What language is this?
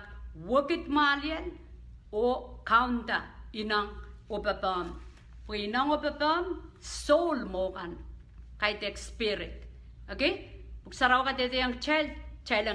Pohnpeian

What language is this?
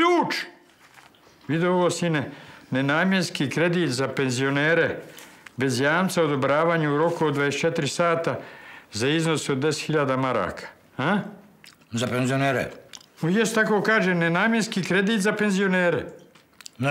Bosnian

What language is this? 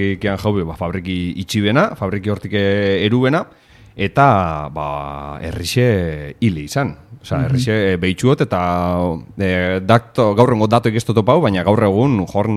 Basque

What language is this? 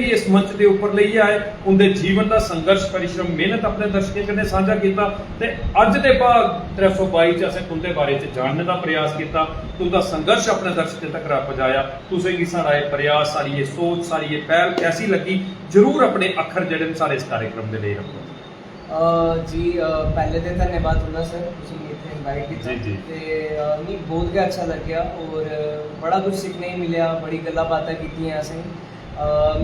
Dogri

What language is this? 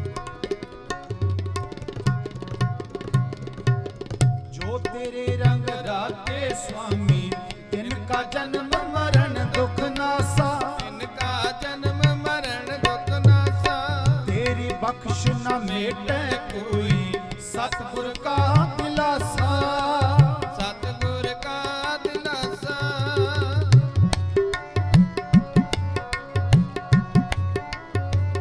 Punjabi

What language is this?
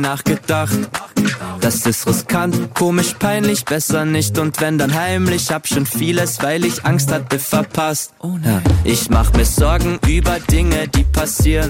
German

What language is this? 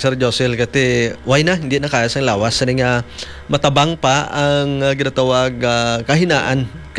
Hiligaynon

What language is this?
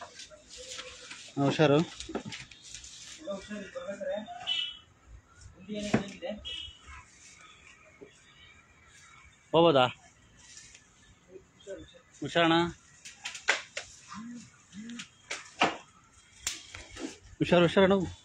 Kannada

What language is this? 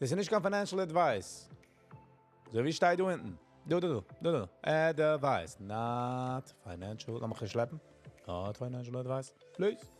Yiddish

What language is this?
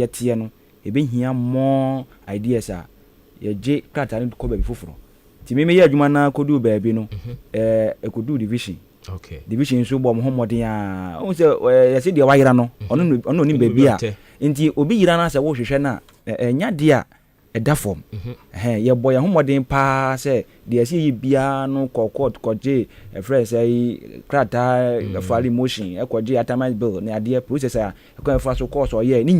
Akan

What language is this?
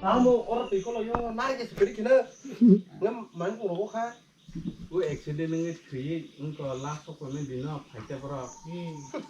Kok Borok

